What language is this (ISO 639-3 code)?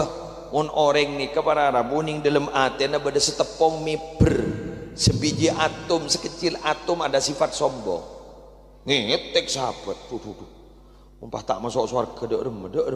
mad